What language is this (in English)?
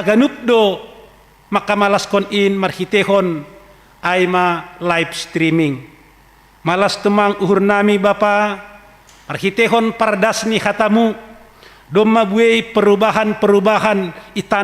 Batak Simalungun